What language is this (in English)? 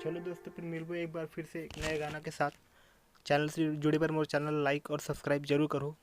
Chhattisgarhi